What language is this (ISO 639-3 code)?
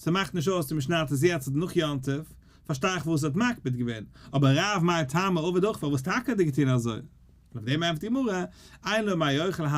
yid